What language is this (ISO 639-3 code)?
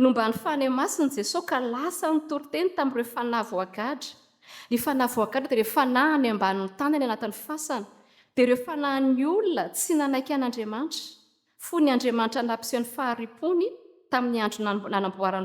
mlg